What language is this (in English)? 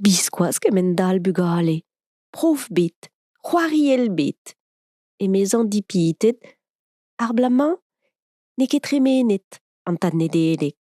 Breton